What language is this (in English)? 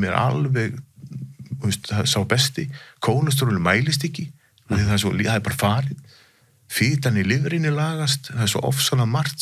Icelandic